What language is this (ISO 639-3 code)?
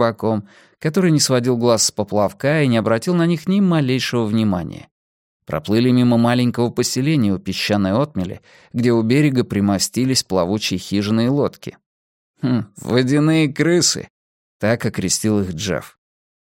rus